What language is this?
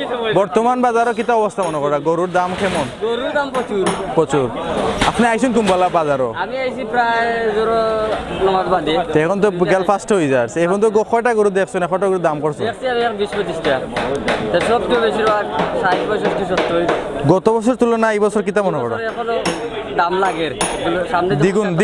Sylheti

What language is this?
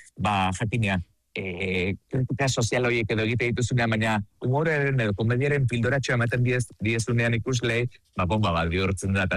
Basque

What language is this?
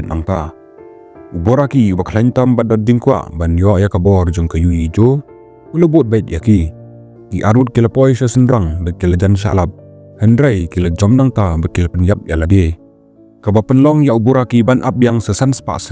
Khasi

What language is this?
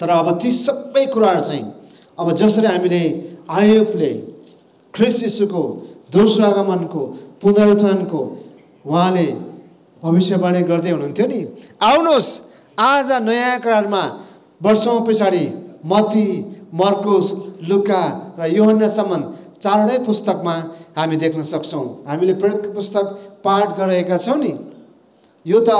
Nepali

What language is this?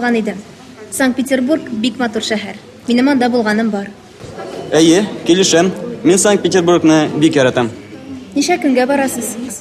Tatar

